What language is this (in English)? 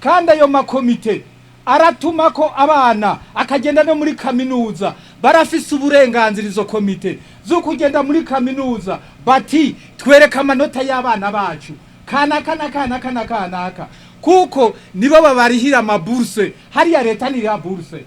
Rundi